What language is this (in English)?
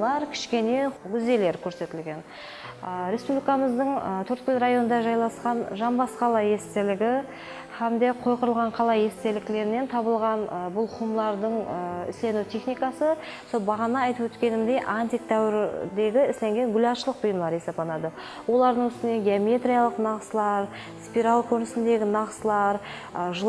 Kara-Kalpak